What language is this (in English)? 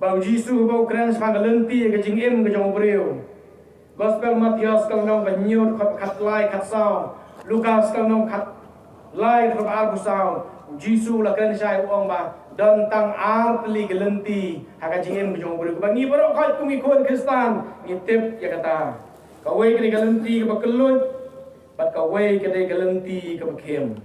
Khasi